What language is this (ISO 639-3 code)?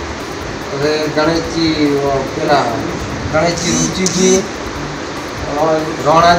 guj